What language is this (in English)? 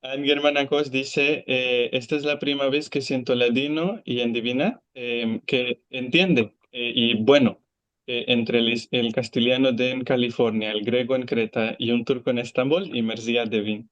Ladino